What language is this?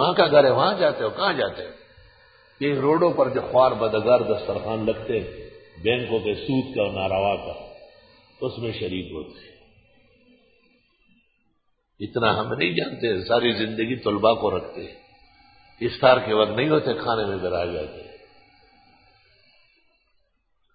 Urdu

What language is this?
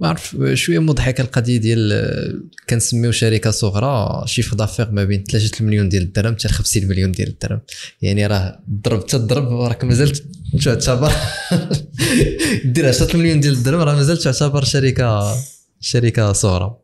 Moroccan Arabic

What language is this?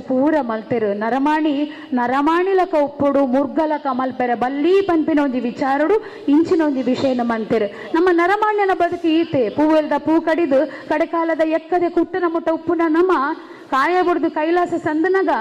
Tulu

